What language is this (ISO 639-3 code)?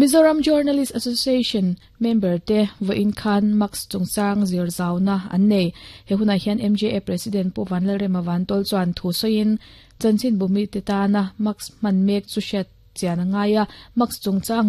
lus